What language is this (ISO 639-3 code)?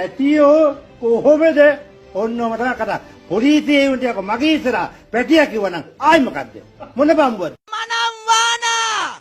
sin